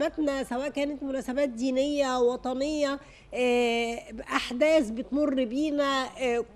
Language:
Egyptian Arabic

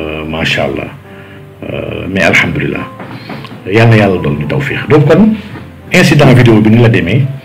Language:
Wolof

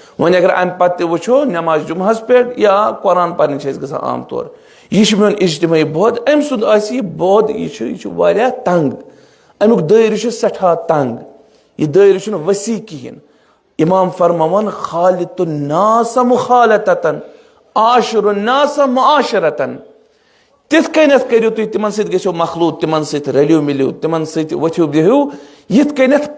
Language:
Kashmiri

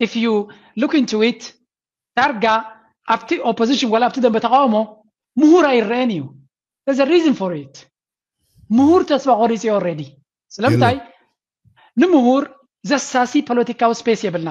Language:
Tigrinya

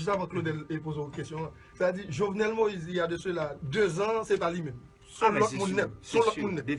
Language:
Haitian Creole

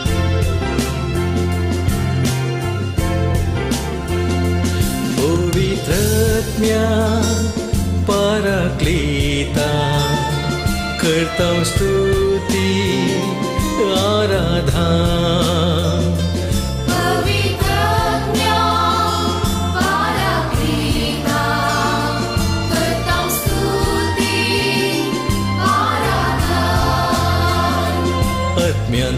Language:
Konkani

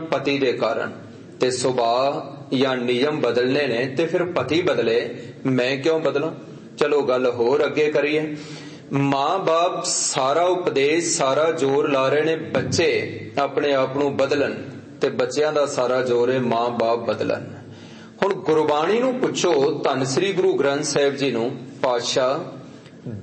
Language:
Punjabi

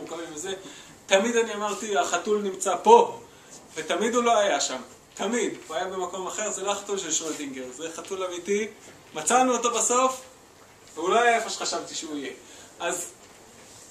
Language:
Hebrew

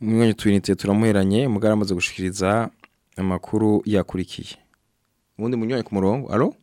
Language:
Rundi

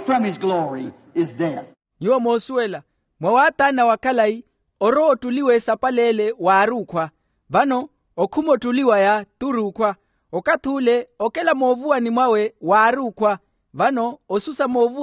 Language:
Makhuwa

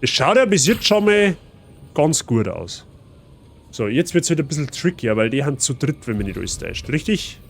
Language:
Bavarian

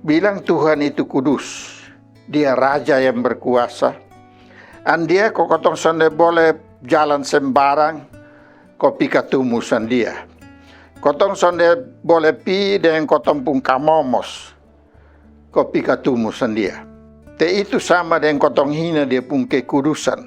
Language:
Kupang Malay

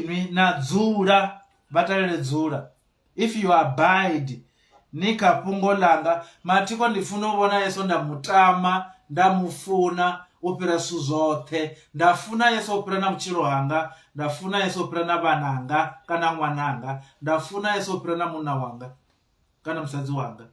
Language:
Venda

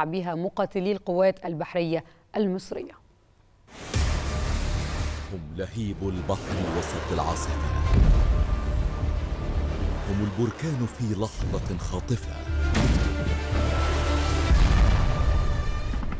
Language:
Arabic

